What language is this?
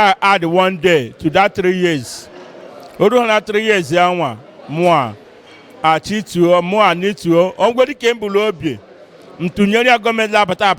Igbo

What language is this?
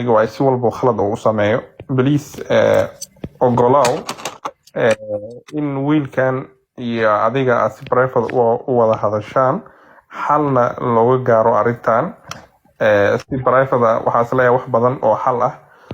Somali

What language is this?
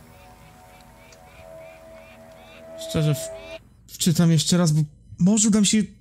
Polish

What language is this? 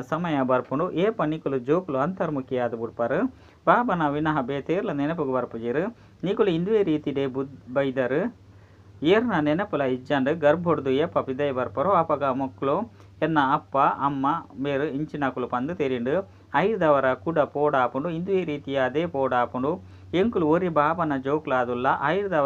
Tulu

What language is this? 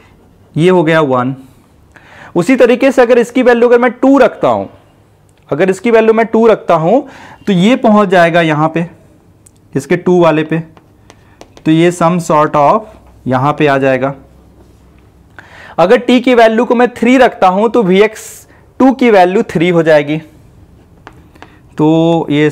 Hindi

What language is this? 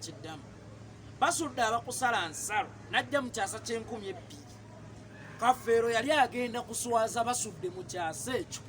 Ganda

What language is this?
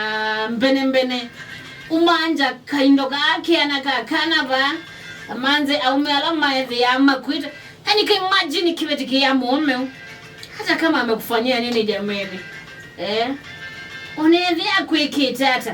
Kamba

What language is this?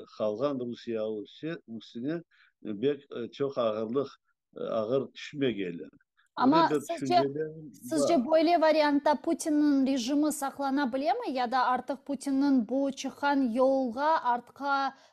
Crimean Tatar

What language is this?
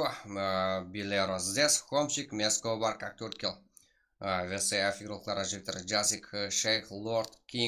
Kara-Kalpak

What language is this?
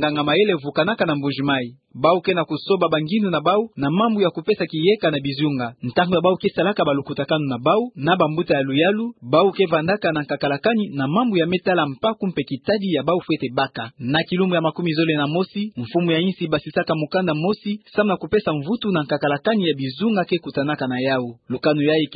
Kituba (Democratic Republic of Congo)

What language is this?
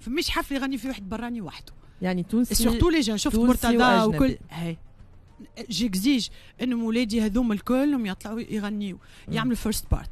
Tunisian Arabic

